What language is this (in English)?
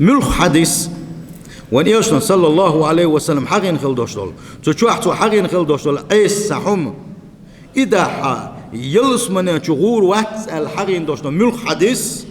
Chechen